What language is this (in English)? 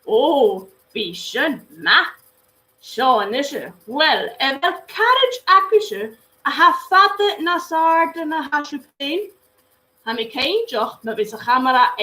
Scottish Gaelic